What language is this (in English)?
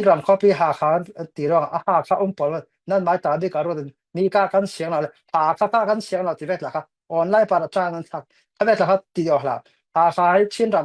Falam Chin